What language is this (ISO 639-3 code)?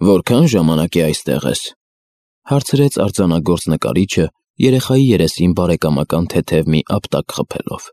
hye